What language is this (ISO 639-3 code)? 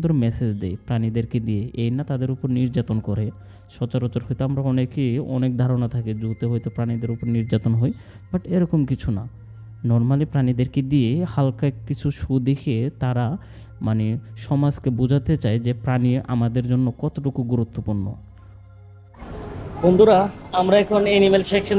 ben